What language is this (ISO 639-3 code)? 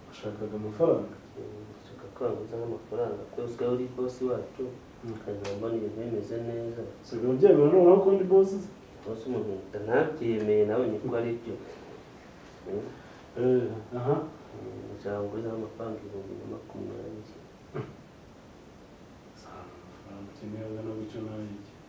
kin